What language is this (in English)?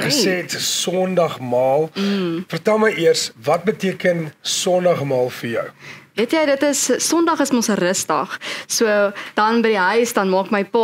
Afrikaans